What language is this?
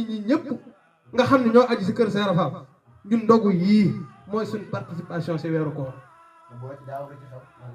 Wolof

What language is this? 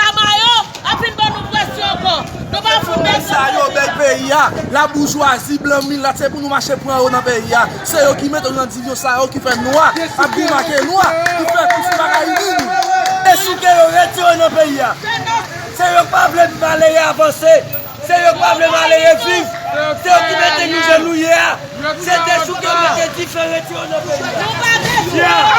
Haitian Creole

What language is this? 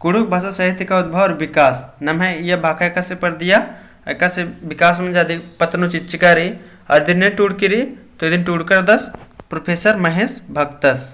Kurukh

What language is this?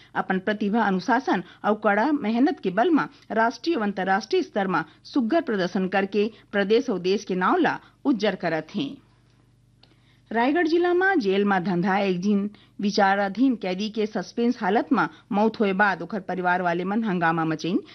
Chhattisgarhi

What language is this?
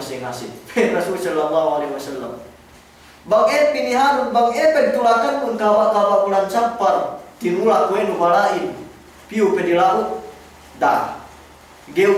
Yakan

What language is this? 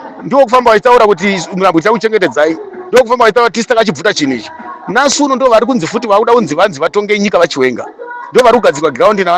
Shona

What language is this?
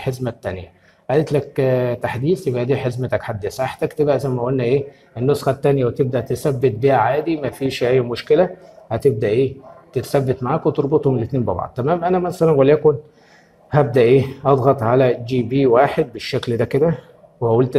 Egyptian Arabic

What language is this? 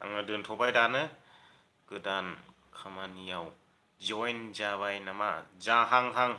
Bodo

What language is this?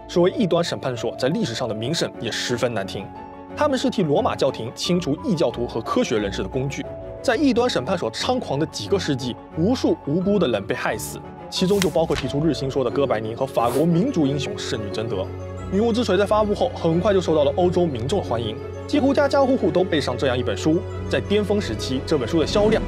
Chinese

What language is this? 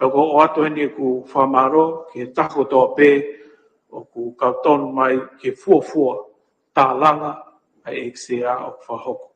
Tongan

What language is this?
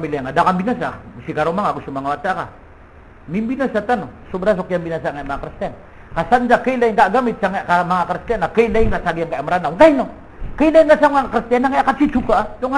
Maranao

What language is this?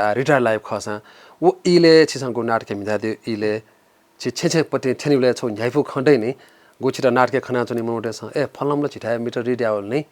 Newari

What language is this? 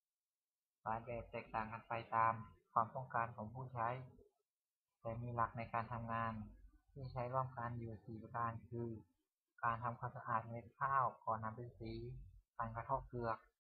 Lao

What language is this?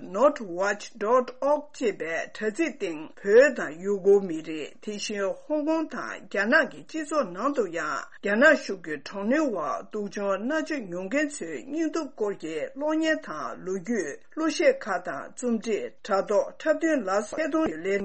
Tibetan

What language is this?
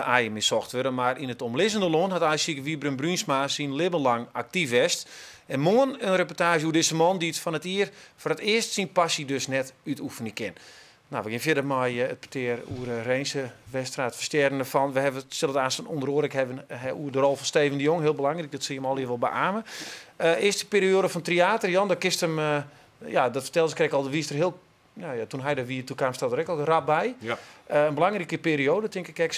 Western Frisian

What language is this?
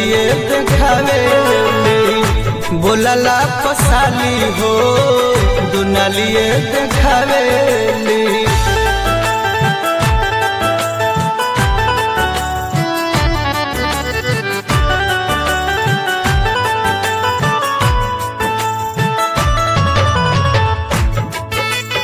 Bhojpuri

